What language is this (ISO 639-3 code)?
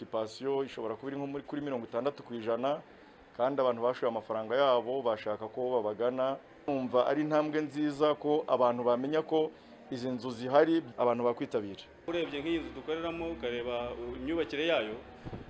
kin